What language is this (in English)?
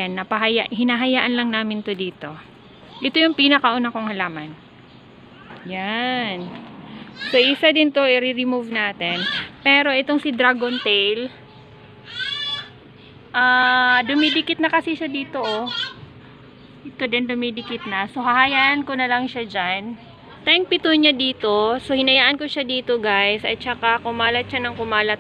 Filipino